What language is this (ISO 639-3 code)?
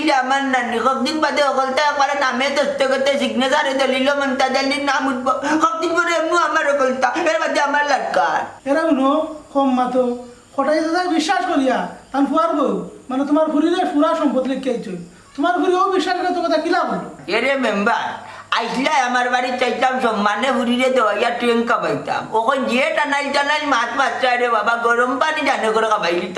syl